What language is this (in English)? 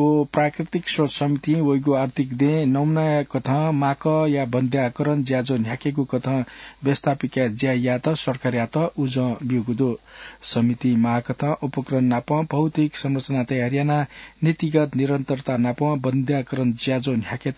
Newari